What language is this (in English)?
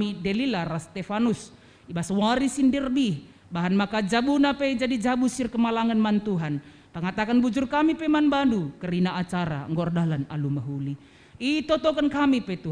Batak Karo